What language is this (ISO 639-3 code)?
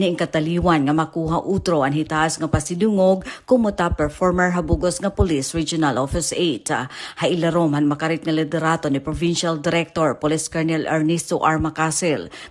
war